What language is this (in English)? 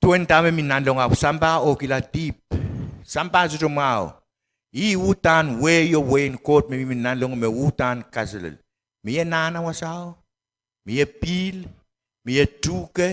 Pohnpeian